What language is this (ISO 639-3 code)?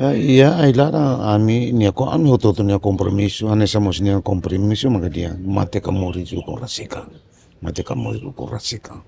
tet